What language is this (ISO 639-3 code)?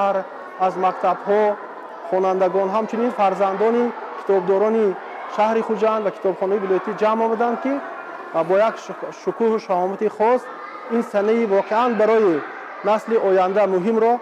tgk